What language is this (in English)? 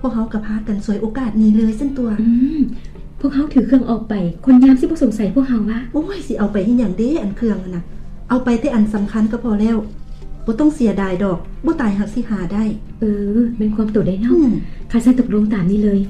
Lao